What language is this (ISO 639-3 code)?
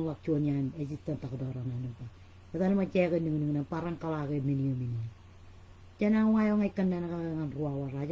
mah